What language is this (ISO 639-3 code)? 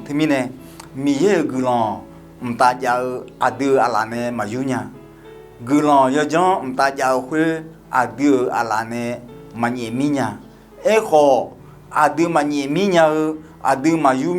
ahk